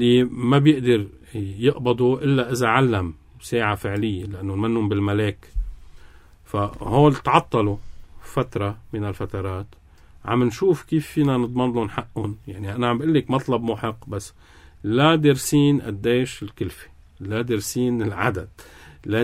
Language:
North Levantine Arabic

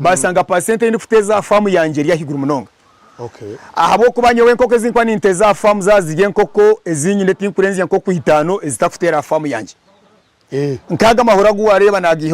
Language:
Nyankole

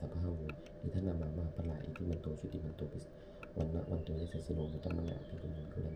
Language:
Pali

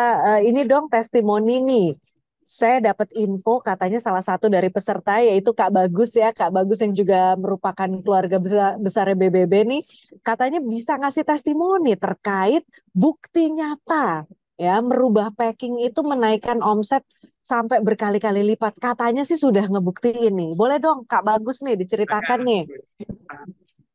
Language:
Indonesian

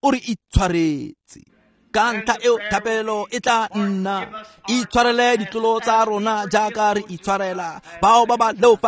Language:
Tswana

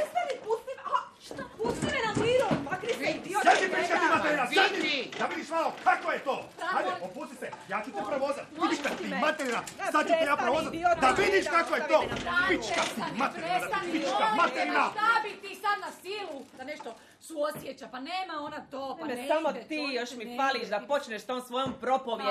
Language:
Serbian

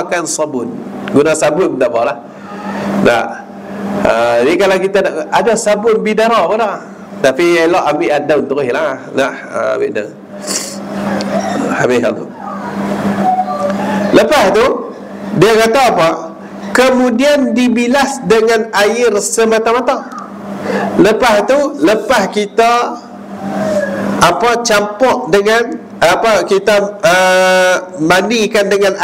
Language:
Malay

